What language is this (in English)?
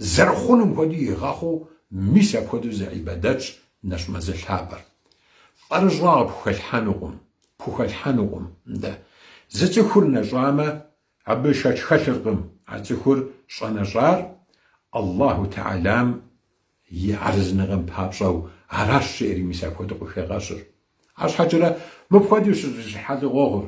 Kabardian